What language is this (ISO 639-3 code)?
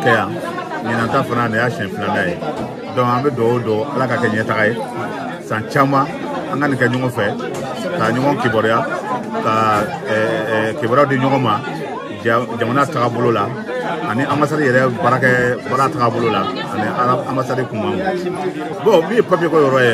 bam